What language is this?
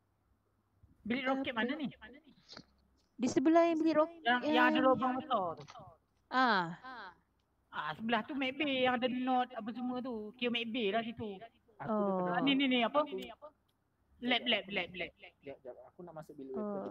Malay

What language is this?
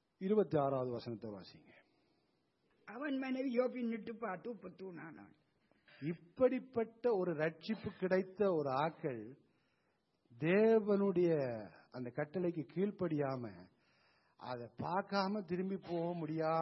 Tamil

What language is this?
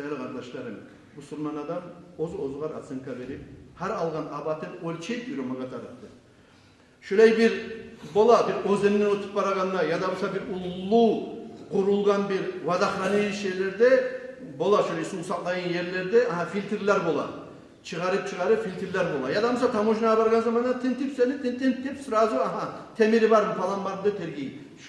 Kumyk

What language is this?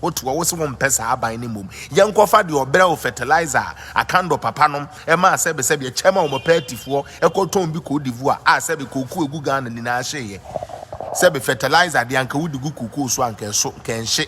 Akan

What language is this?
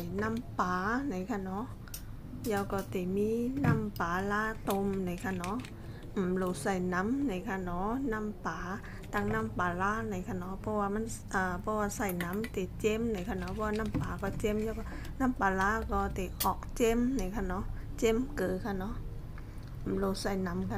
Shan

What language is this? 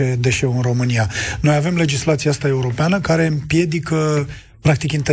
Romanian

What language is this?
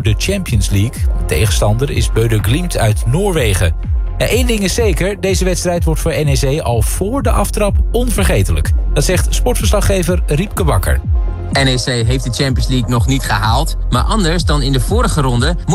Dutch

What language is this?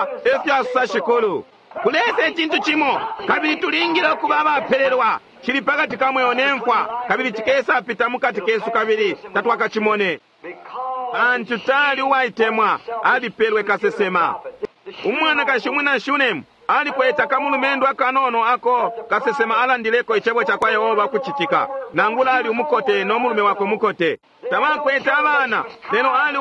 Bemba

